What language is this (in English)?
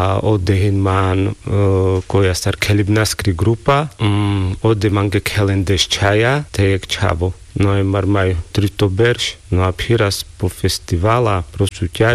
Carpathian Romani